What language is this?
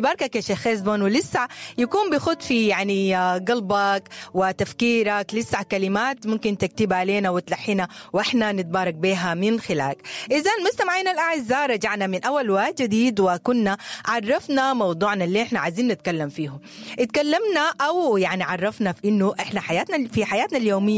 Sudanese Arabic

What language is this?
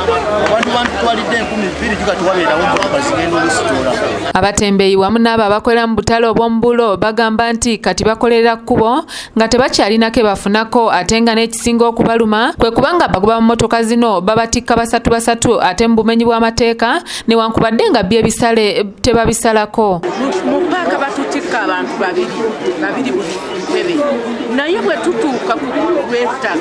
Ganda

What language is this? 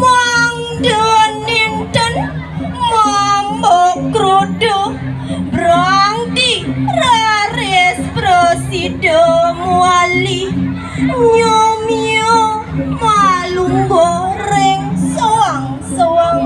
Balinese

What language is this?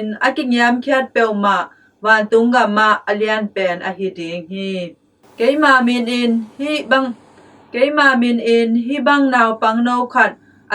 Tedim Chin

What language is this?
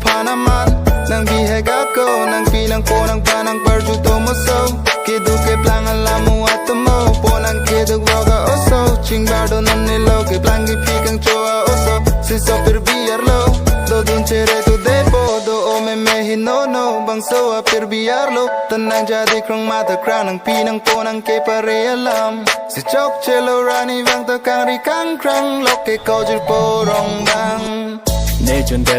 Karbi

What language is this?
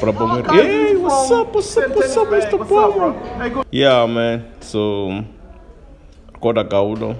Venda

